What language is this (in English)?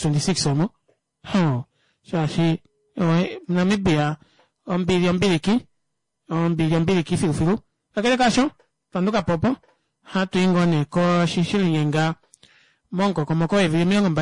Kuanyama